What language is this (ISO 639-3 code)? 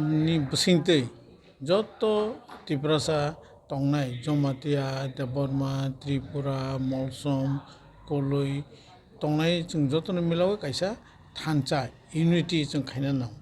trp